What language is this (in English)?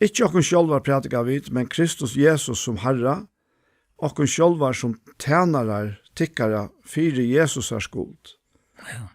Faroese